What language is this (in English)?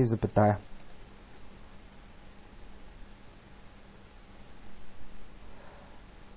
Bulgarian